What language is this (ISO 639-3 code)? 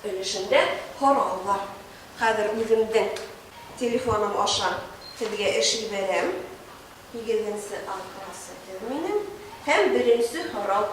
bak